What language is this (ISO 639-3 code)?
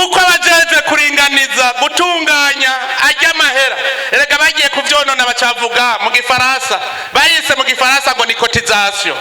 run